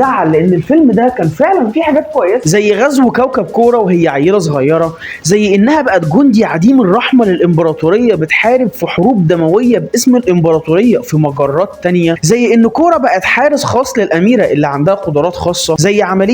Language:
Egyptian Arabic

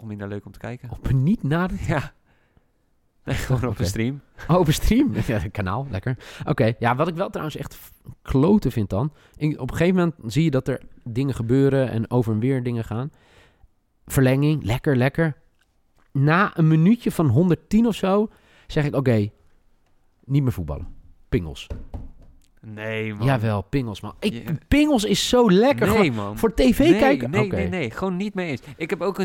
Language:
Dutch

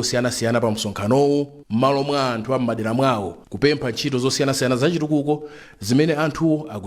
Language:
Nyanja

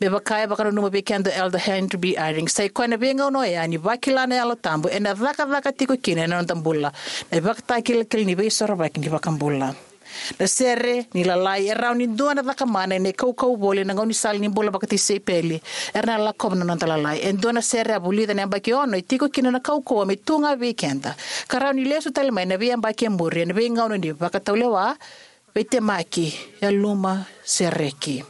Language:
Fijian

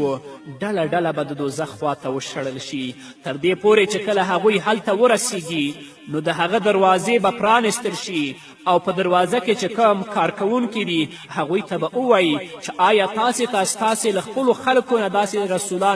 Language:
Pashto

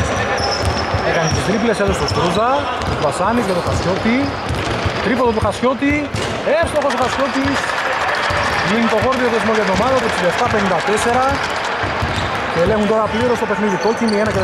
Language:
Greek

